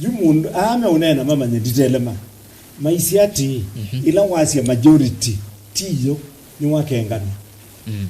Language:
Kamba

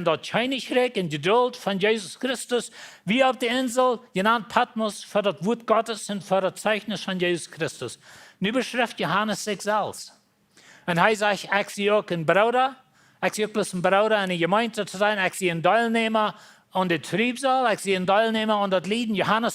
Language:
Plautdietsch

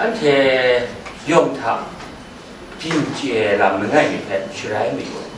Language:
Kachin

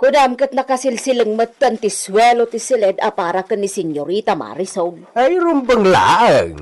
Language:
Iloko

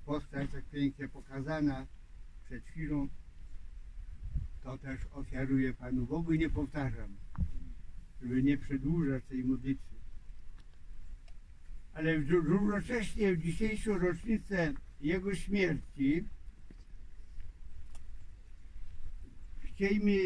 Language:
Polish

